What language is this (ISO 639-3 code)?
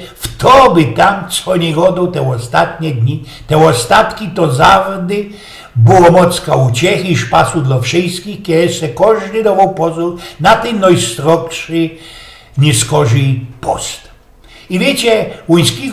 szl